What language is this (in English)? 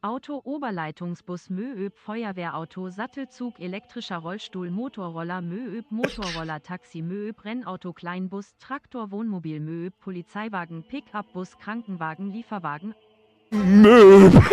Bavarian